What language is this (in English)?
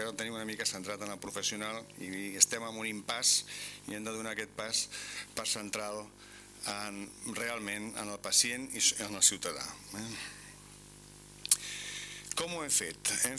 Catalan